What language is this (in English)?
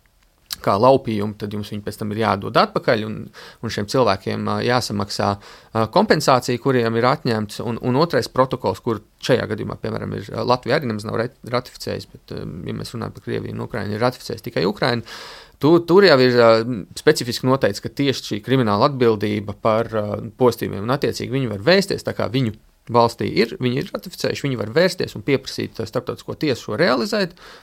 Latvian